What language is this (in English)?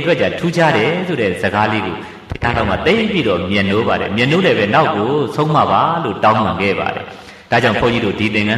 Burmese